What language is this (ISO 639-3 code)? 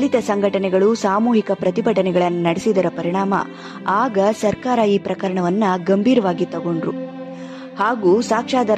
kan